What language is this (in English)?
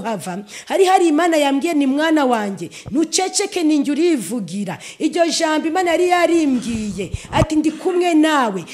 Kinyarwanda